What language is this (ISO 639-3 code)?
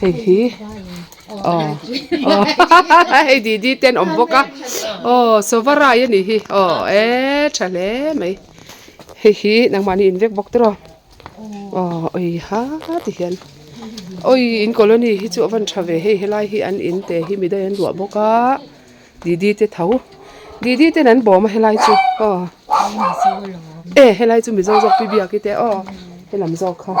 lus